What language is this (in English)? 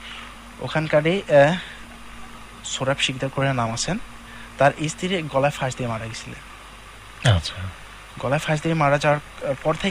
Bangla